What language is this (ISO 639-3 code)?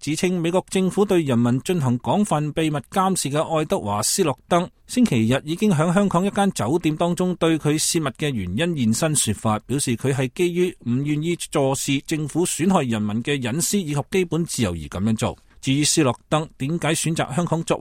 yue